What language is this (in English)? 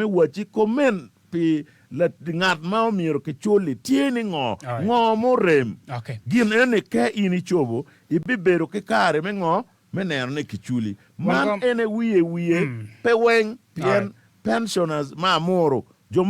Acoli